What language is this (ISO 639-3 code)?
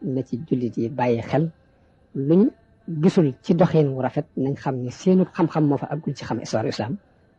wol